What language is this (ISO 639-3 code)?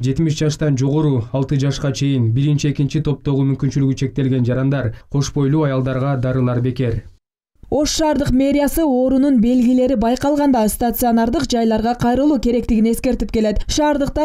kir